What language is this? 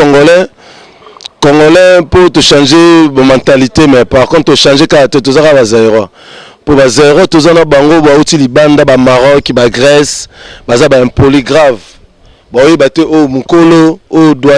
Lingala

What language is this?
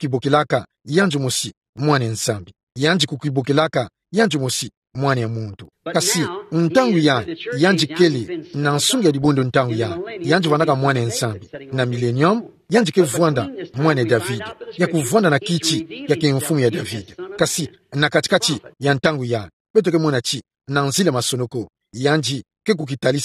Kituba (Democratic Republic of Congo)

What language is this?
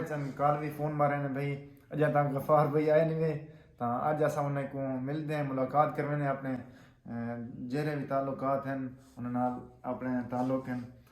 Saraiki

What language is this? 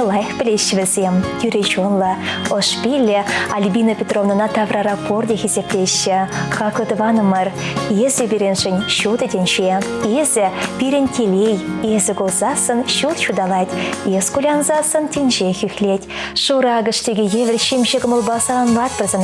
Chuvash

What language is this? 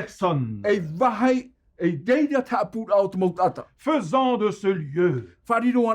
Tahitian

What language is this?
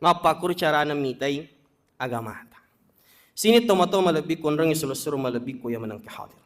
Buginese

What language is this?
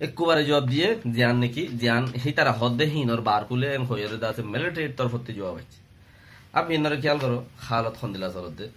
Rohingya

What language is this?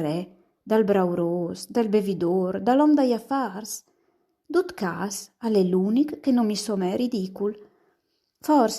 Friulian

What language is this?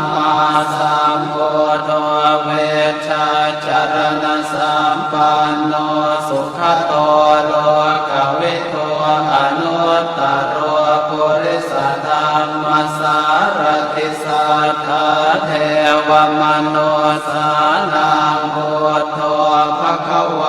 Pali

